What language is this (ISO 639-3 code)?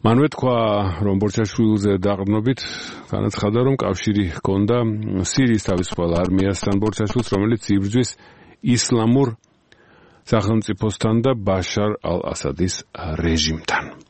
kat